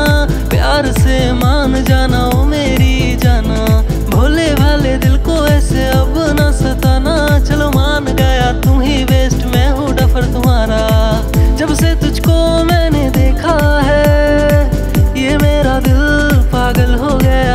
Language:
Hindi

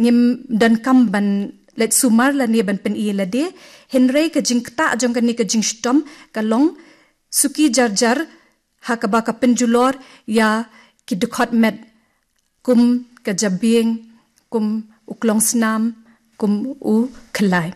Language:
Khasi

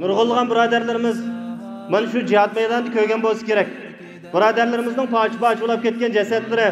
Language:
Uyghur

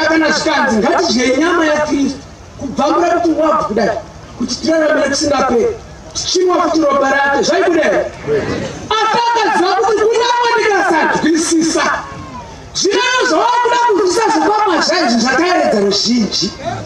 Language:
Shona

